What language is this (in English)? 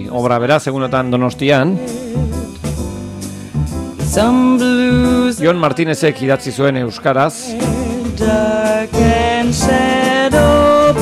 Basque